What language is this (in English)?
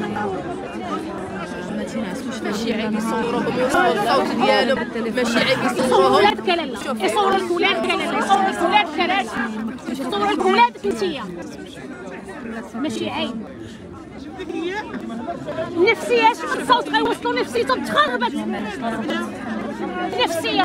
Moroccan Arabic